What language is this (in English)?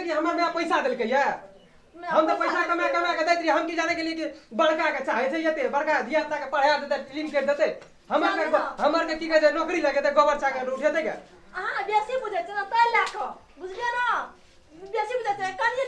Maithili